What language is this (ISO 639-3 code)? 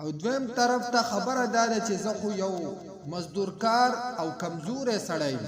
pus